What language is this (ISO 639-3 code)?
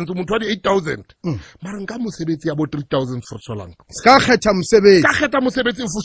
sot